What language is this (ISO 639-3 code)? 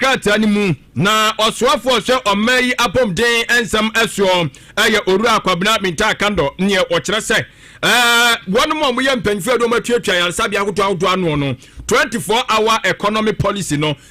aka